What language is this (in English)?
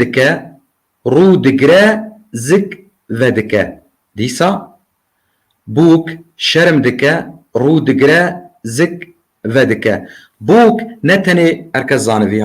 Kurdish